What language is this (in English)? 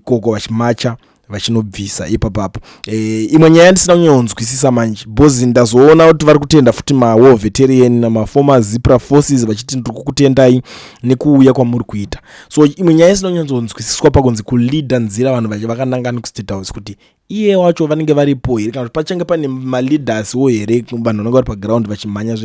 Shona